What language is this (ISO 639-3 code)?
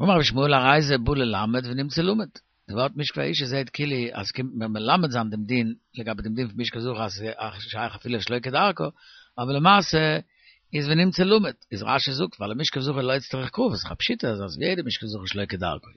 yid